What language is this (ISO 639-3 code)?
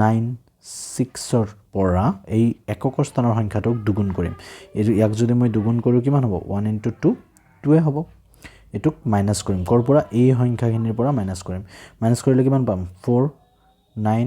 asm